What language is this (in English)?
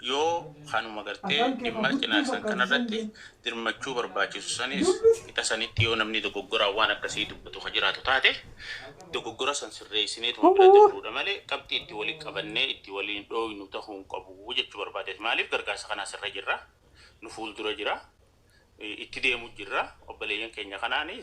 Oromo